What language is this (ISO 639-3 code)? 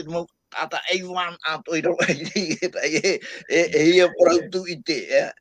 tah